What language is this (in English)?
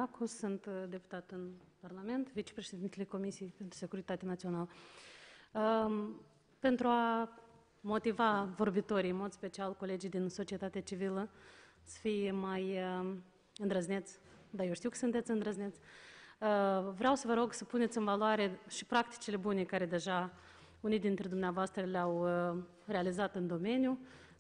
Romanian